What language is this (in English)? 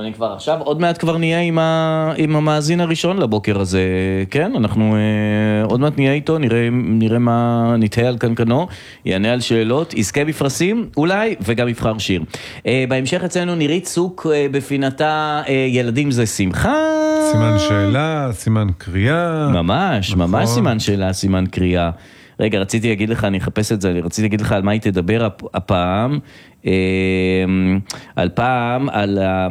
Hebrew